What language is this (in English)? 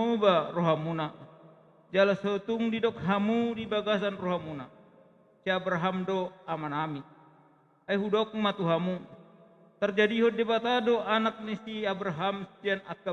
Batak Toba